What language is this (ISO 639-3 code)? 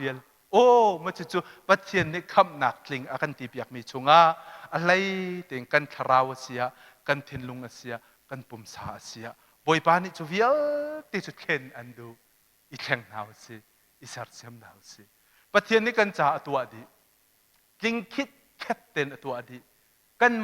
cnh